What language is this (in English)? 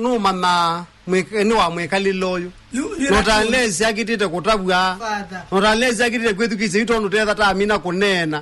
Kamba